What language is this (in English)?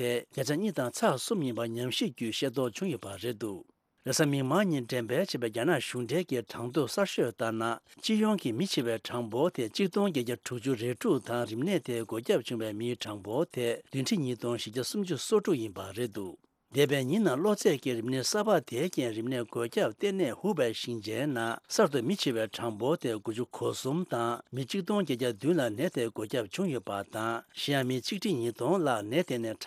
Tibetan